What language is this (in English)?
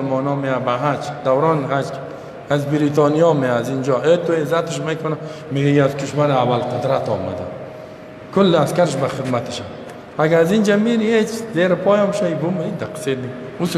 Persian